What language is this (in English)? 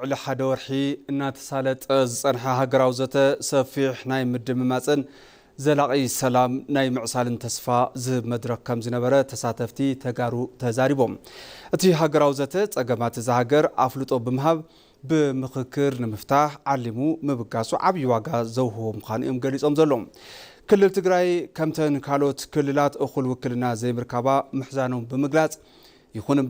Tigrinya